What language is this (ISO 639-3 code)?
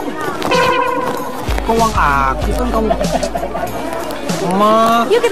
ind